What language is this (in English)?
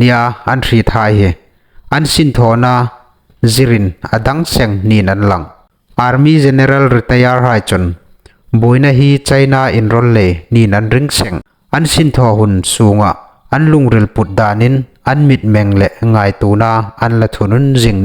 Hmar